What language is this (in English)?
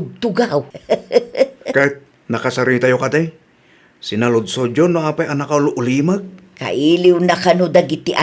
Iloko